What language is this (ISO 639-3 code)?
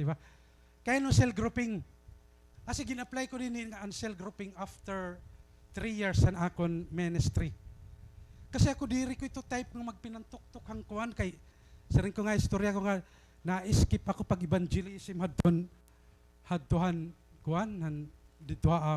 war